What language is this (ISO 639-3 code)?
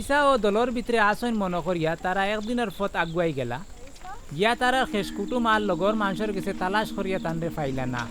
syl